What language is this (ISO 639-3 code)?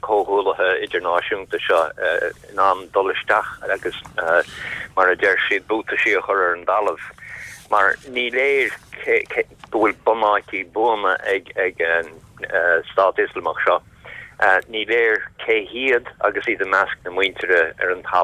gle